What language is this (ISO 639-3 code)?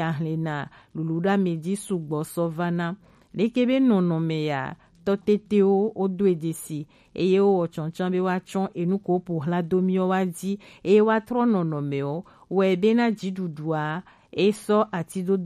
gej